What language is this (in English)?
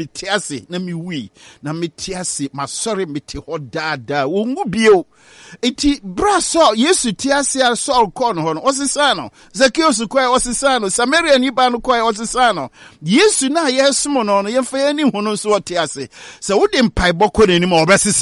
Akan